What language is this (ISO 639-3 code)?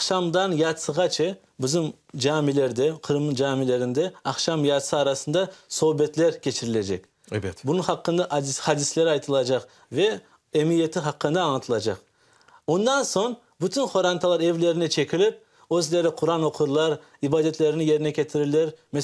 crh